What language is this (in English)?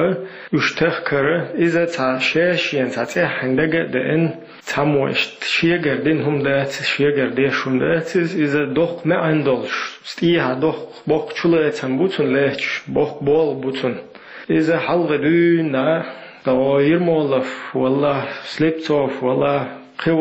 Chechen